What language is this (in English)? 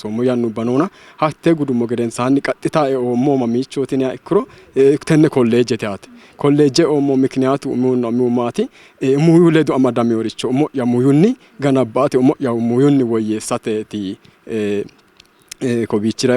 Sidamo